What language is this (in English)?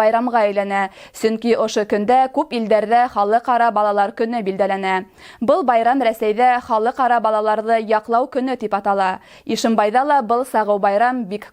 Bashkir